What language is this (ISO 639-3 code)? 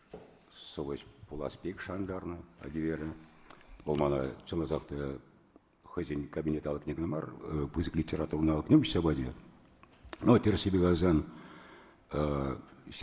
chv